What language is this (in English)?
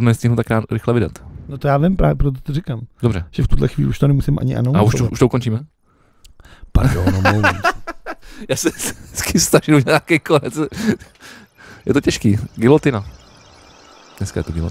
Czech